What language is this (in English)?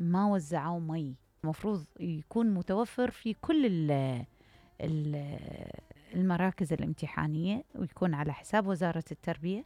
Mesopotamian Arabic